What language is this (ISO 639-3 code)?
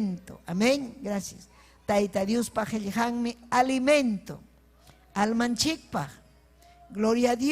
quy